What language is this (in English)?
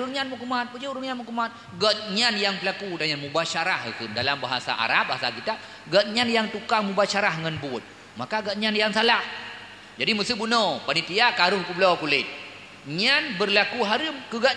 Achinese